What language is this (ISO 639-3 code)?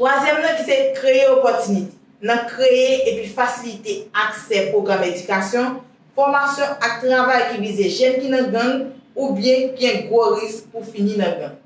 hat